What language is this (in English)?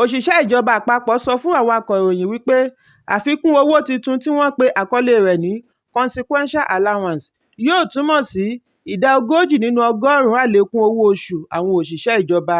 Yoruba